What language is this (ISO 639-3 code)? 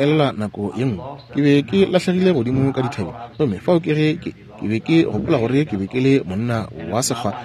nso